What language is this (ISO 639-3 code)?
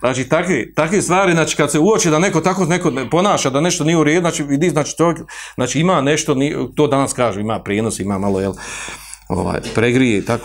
bos